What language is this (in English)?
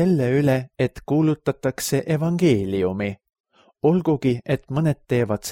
Estonian